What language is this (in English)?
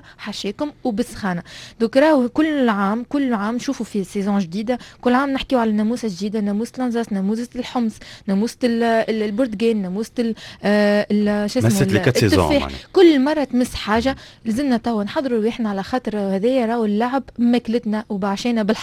Tunisian Arabic